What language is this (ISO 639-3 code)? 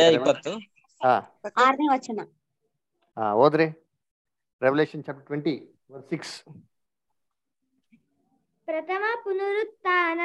kan